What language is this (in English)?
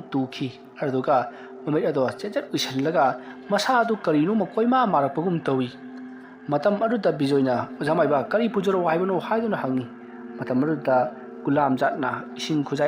Manipuri